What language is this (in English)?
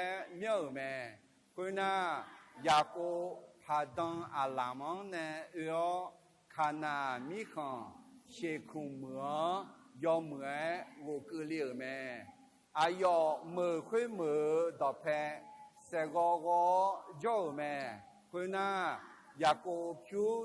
Akha